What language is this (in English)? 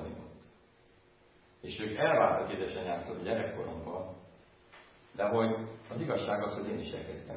Hungarian